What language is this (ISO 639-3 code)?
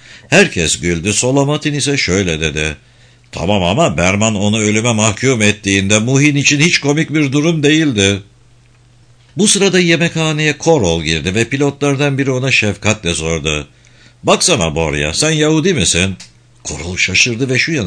tur